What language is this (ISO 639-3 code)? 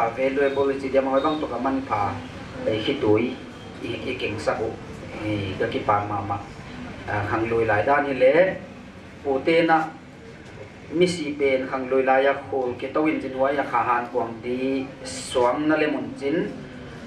pck